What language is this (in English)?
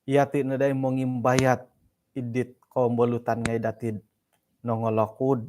Central Dusun